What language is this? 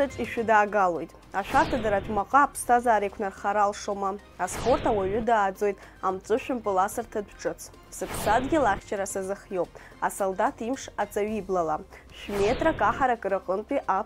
Abkhazian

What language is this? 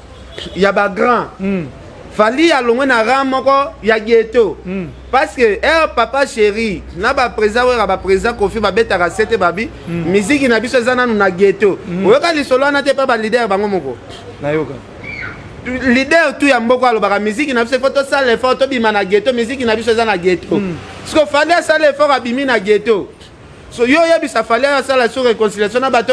Lingala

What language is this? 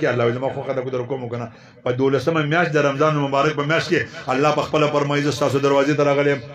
Pashto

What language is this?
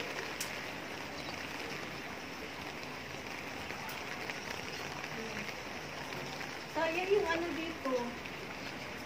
Filipino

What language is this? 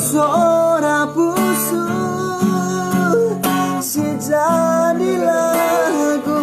Batak Karo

